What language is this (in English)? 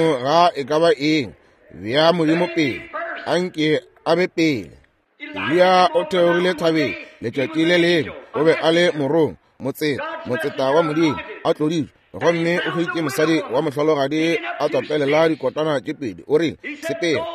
Northern Sotho